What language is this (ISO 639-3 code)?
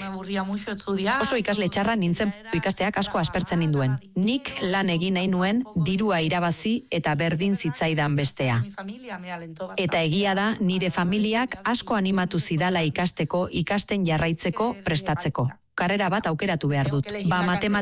eus